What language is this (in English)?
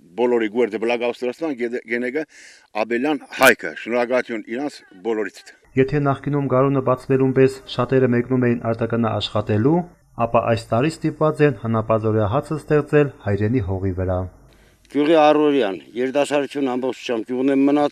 Armenian